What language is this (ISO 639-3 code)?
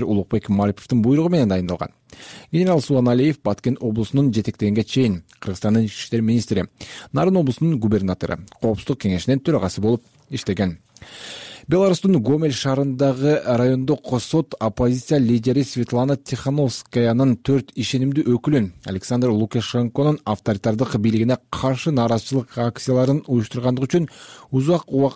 kir